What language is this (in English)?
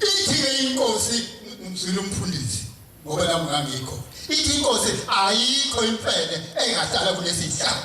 Zulu